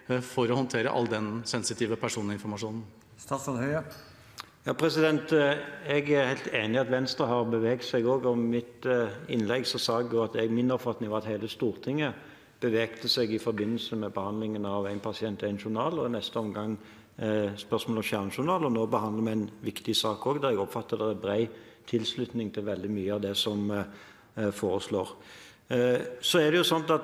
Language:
Norwegian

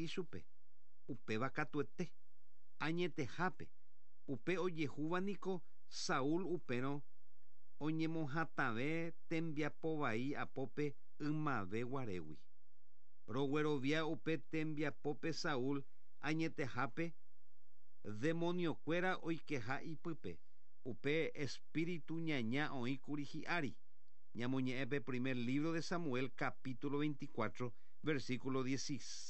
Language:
Guarani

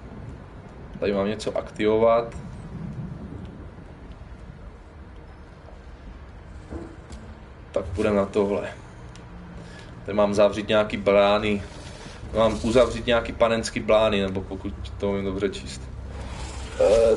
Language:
Czech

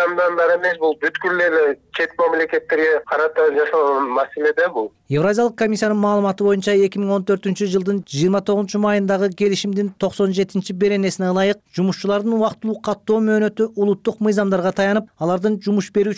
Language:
Kyrgyz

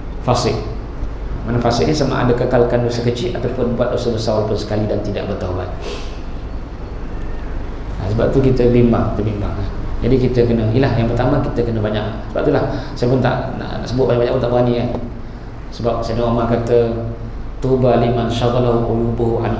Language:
Malay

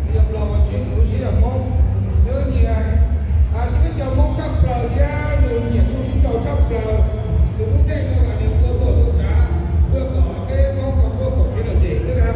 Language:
Hmong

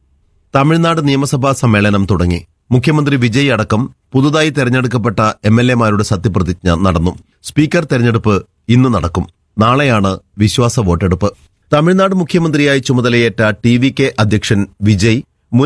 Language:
Malayalam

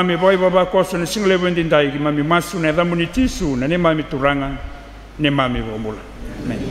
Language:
Fijian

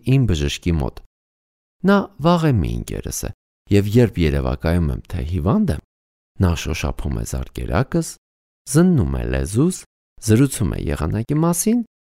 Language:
Armenian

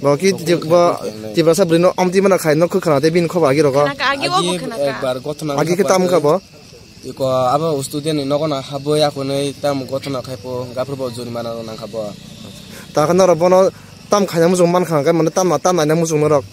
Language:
Kok Borok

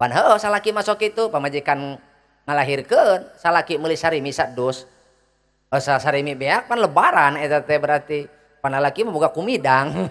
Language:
Sundanese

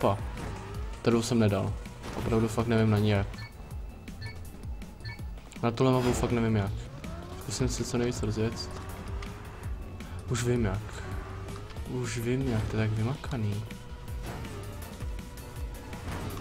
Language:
Czech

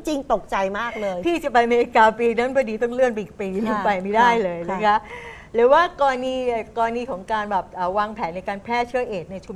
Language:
Thai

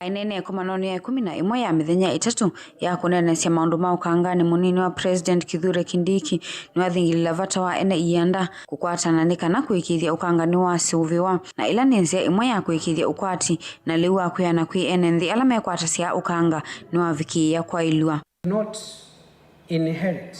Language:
Kamba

